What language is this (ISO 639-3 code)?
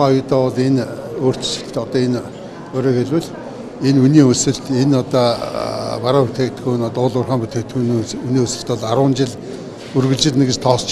mon